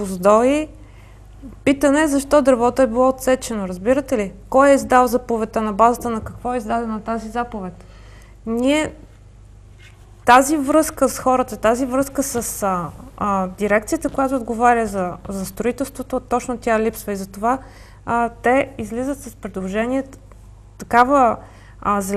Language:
Bulgarian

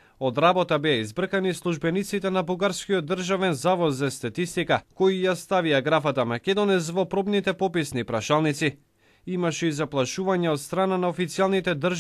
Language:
Macedonian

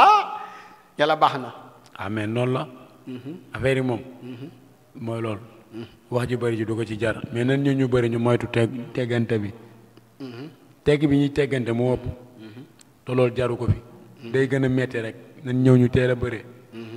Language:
Wolof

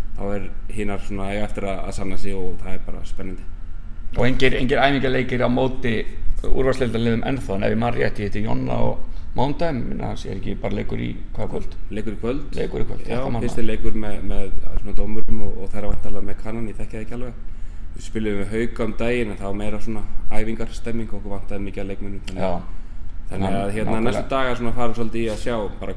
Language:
Icelandic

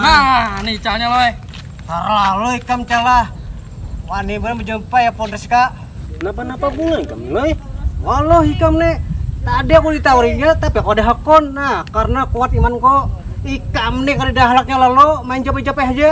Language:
Banjar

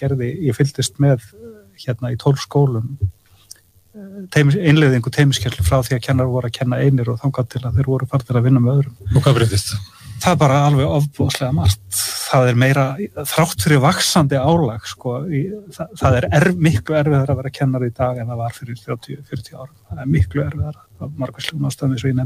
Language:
Icelandic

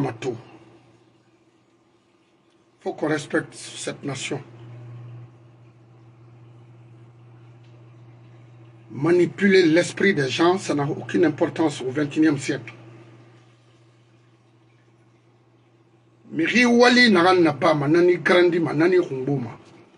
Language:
French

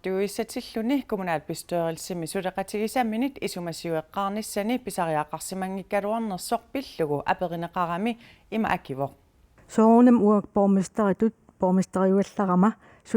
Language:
Kalaallisut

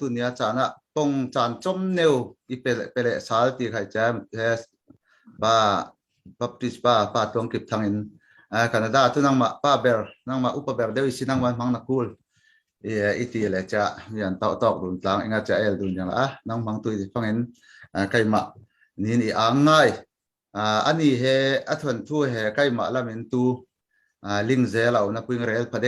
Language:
Falam Chin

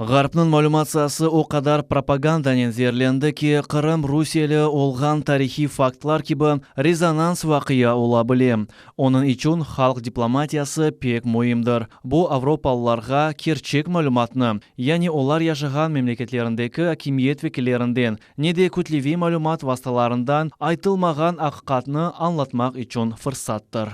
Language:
Crimean Tatar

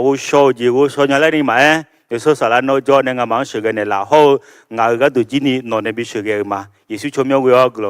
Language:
Akha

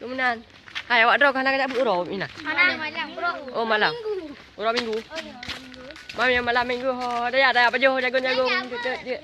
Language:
Achinese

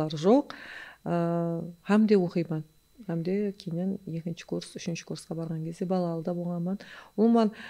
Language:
Kara-Kalpak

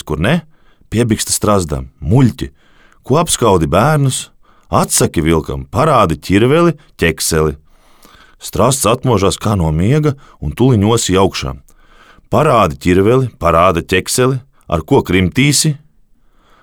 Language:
Latvian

